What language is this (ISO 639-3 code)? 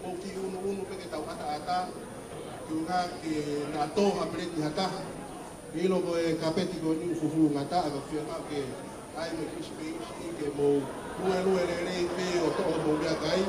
ton